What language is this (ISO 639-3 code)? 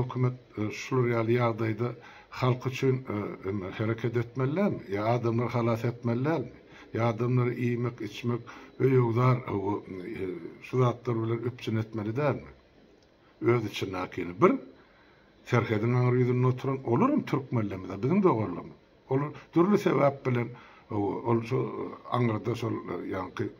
tuk